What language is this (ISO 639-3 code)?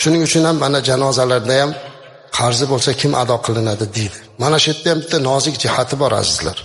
uzb